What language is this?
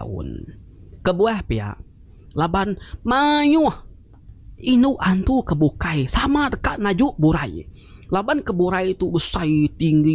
Iban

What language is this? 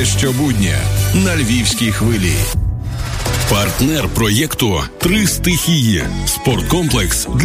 Ukrainian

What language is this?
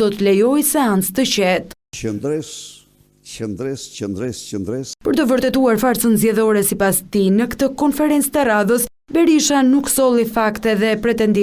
Albanian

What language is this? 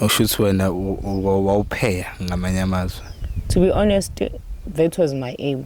Zulu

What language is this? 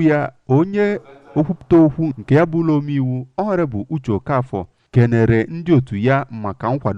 Igbo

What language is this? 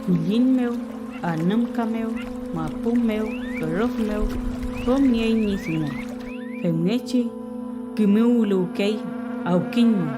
Mapuche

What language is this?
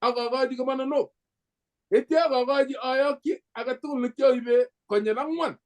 Kalenjin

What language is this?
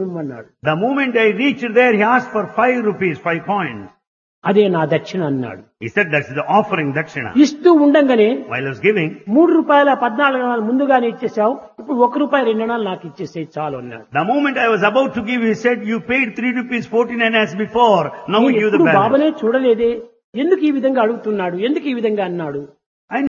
Telugu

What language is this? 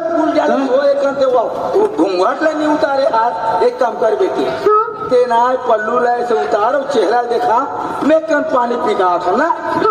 Chhattisgarhi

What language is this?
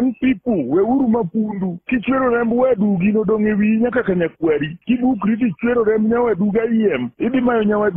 Luo (Kenya and Tanzania)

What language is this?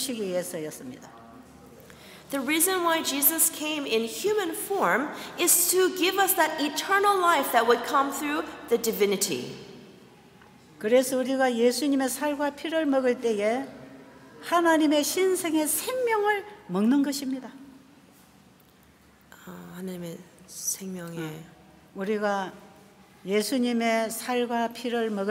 Korean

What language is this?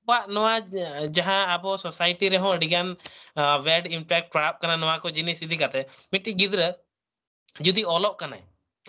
Santali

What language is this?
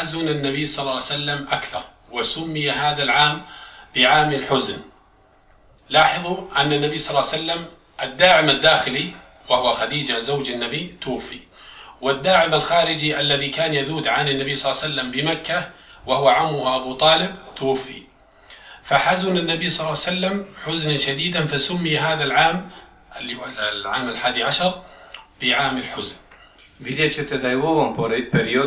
Bosnian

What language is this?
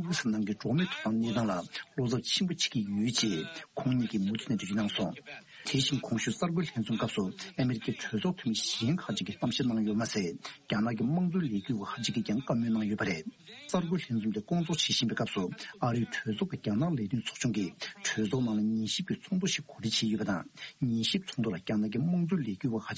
Tibetan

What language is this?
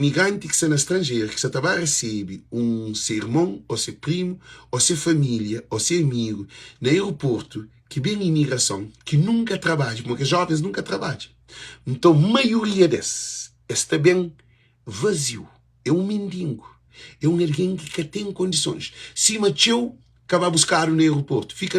Kabuverdianu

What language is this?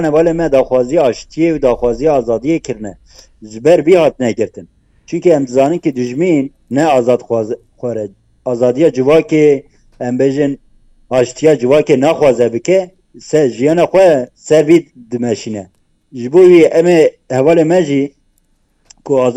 Kurdish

